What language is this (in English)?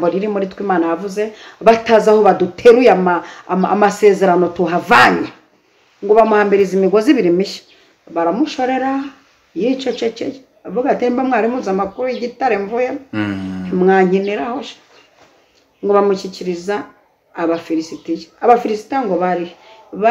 Kinyarwanda